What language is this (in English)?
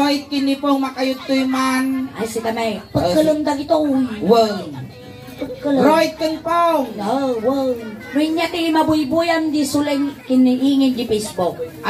Iloko